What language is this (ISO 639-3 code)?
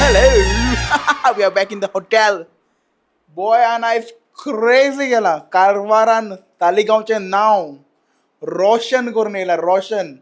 kok